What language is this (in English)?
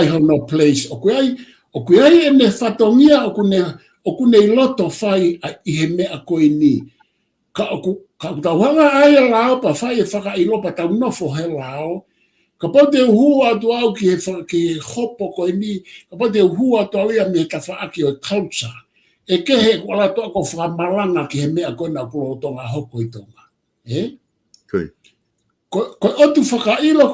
Tongan